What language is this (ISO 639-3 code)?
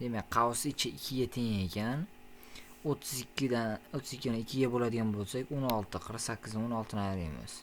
uzb